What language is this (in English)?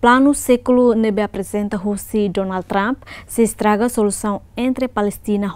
Tetum